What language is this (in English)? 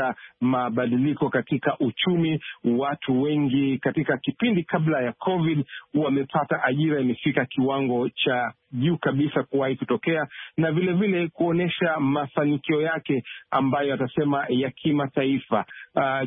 Swahili